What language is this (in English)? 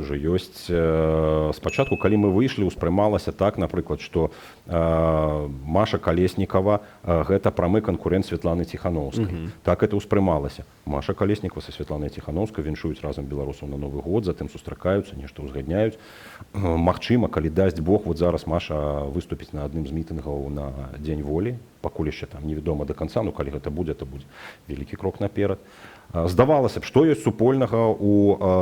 Belarusian